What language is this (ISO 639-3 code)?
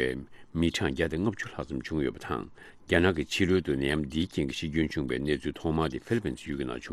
bod